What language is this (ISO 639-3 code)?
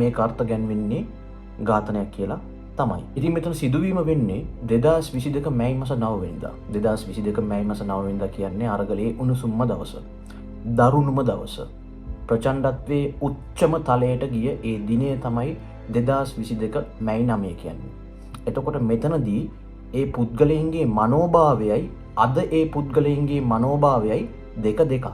sin